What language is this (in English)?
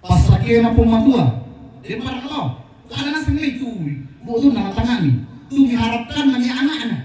Toraja-Sa'dan